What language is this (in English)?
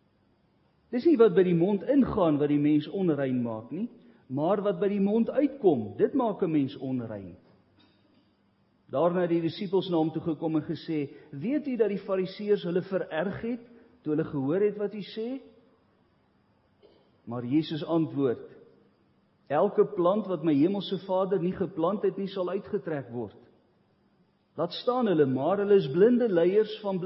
Afrikaans